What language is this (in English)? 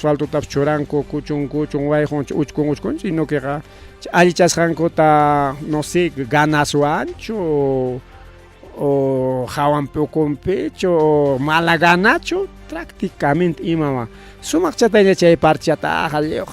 Ayacucho Quechua